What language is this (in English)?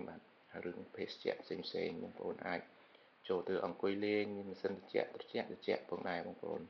Khmer